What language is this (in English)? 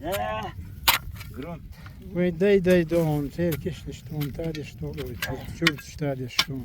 Chechen